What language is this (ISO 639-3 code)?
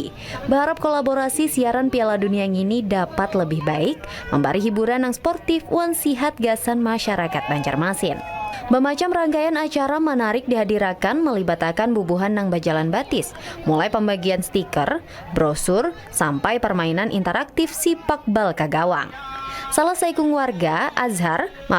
bjn